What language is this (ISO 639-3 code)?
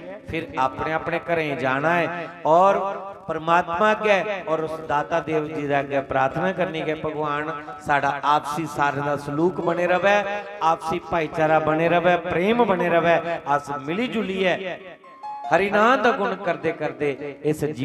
doi